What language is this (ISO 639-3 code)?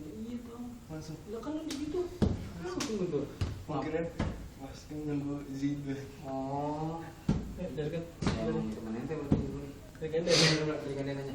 bew